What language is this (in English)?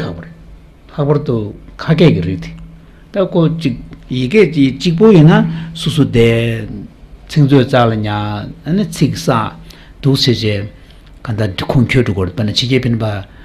Tibetan